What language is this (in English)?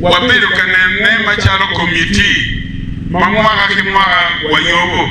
Acoli